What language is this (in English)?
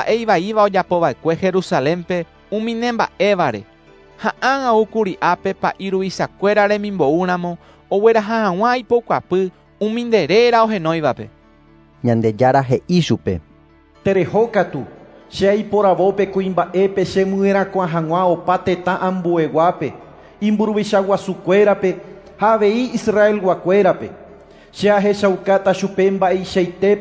Guarani